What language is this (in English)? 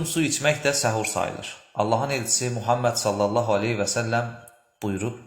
Azerbaijani